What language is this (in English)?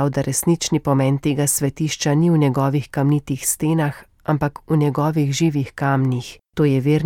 Slovenian